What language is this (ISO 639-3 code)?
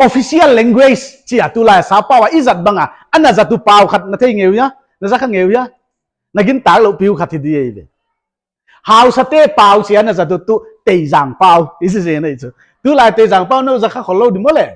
pck